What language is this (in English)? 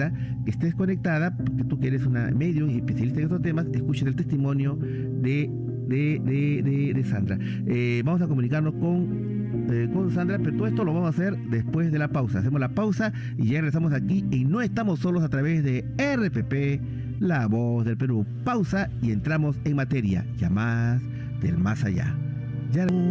Spanish